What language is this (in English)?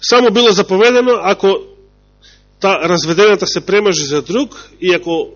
Macedonian